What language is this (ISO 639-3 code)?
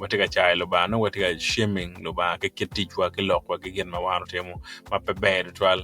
ach